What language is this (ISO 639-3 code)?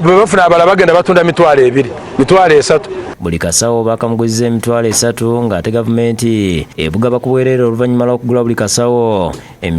lug